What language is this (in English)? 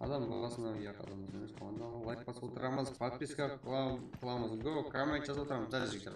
Kara-Kalpak